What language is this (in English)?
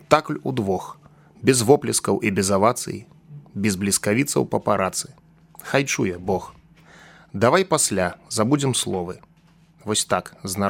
Belarusian